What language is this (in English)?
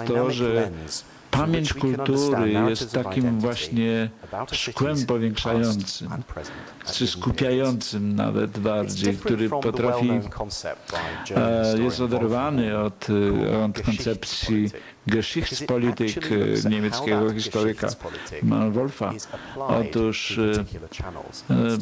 Polish